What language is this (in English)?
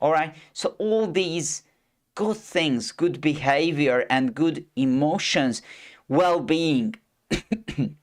English